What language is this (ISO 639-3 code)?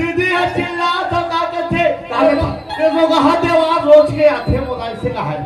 hne